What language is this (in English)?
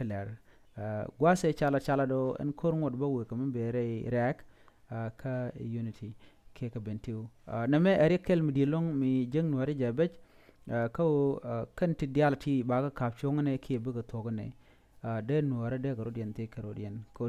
Nuer